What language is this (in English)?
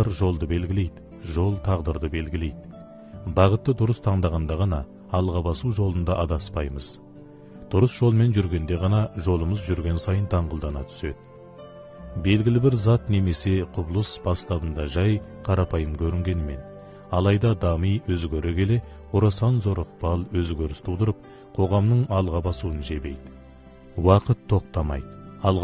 Kazakh